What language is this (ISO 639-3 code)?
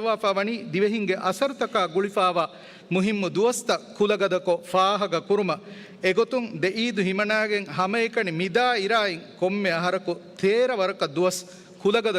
div